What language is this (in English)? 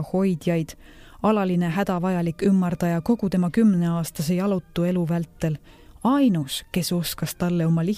Estonian